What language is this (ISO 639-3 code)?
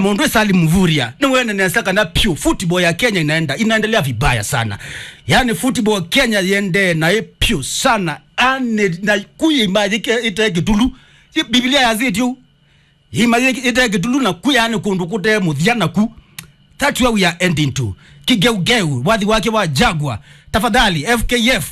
kam